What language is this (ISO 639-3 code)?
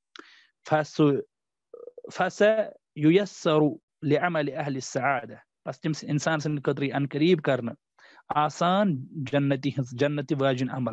kas